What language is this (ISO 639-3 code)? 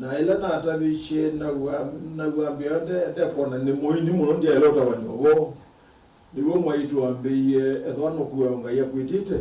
kam